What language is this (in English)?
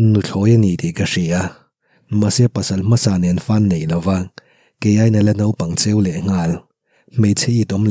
Mizo